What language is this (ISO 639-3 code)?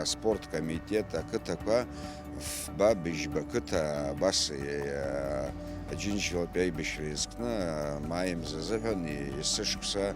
abk